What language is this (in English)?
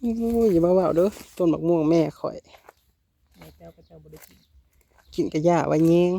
Northeastern Thai